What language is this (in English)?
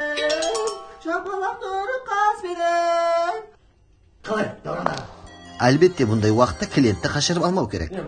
Kara-Kalpak